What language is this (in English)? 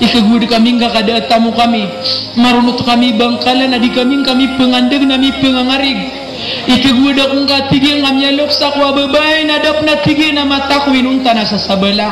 Maranao